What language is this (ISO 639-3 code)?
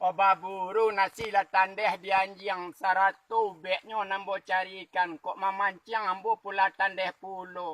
min